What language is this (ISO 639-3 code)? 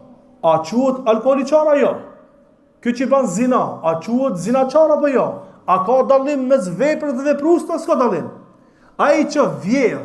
sqi